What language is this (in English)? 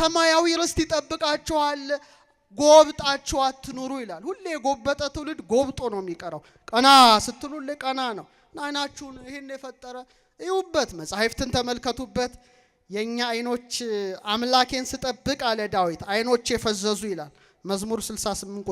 Amharic